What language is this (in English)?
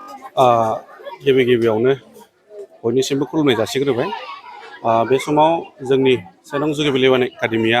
Bodo